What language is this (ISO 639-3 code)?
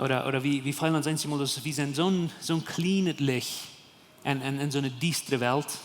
pdt